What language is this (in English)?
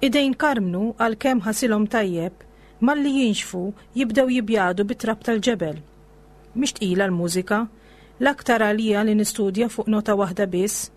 Maltese